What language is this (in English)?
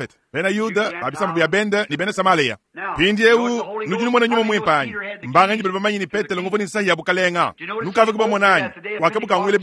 Luba-Lulua